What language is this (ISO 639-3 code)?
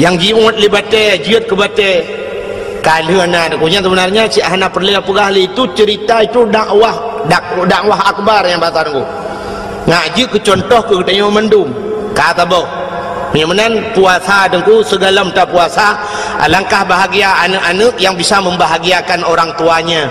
ace